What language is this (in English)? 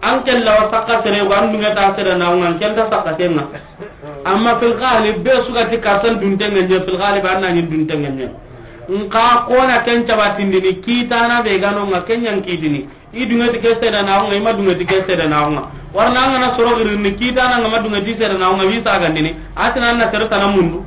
Soninke